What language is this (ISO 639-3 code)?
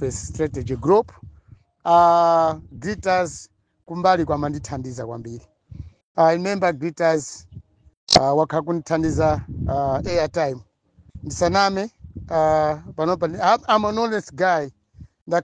nya